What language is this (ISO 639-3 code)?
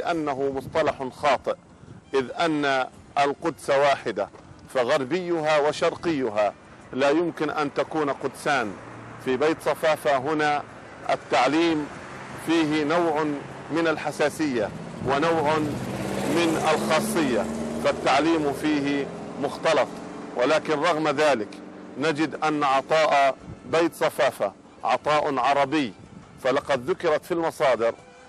ara